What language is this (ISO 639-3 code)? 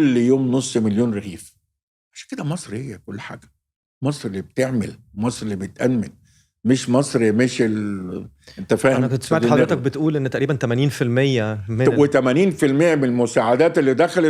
arz